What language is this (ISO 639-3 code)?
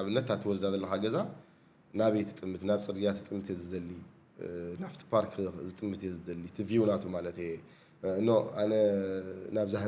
tir